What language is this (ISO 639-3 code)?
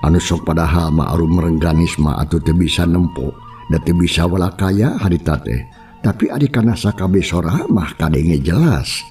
sun